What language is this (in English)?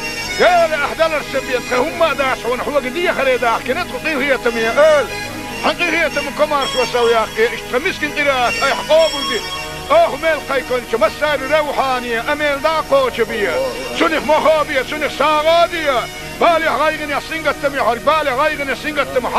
Chechen